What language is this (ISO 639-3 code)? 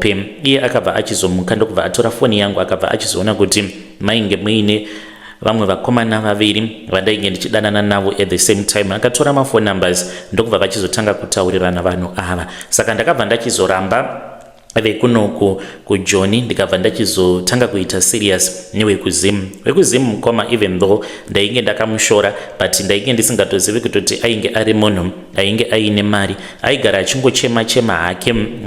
sna